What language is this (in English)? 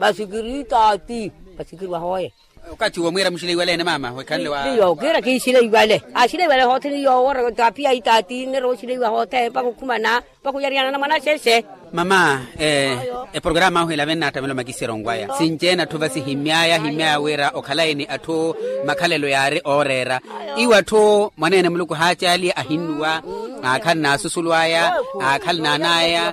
Makhuwa